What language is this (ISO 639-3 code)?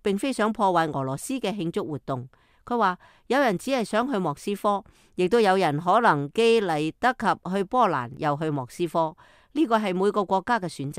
yue